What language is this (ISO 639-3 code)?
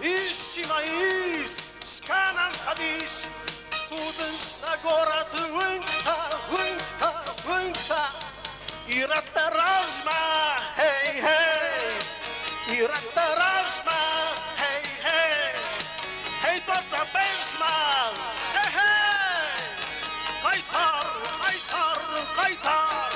oss